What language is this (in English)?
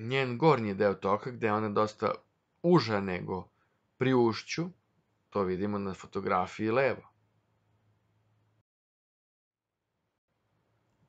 Serbian